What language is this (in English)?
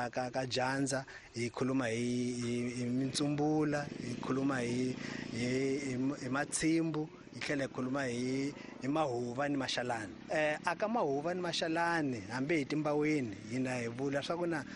Tsonga